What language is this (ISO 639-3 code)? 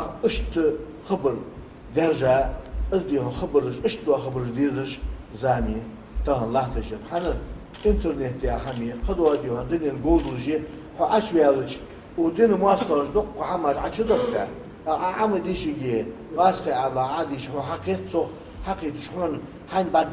inh